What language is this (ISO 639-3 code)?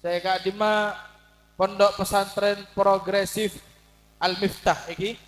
mad